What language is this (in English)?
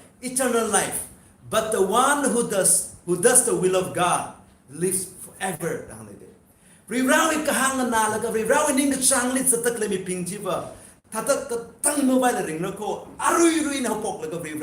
Tangkhul Naga (India)